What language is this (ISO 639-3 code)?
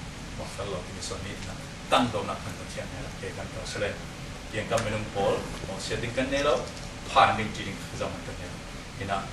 cfm